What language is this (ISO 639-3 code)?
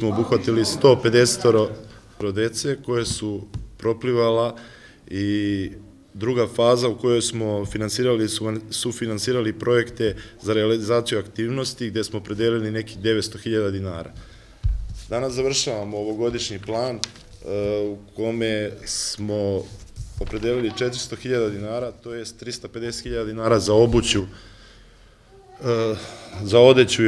srp